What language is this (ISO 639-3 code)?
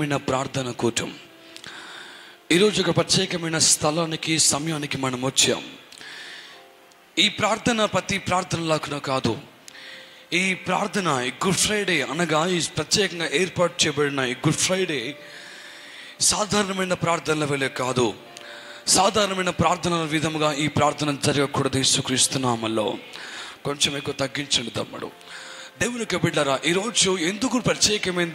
tel